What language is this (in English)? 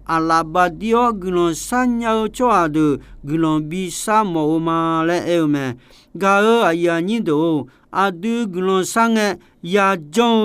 Akha